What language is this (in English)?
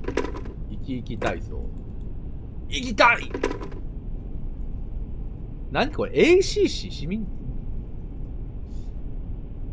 Japanese